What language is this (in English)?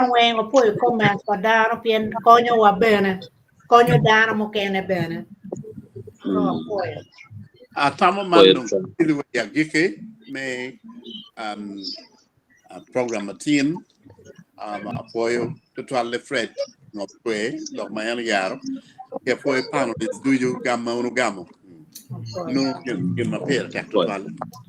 Acoli